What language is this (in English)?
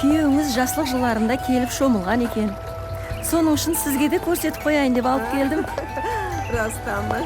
Kara-Kalpak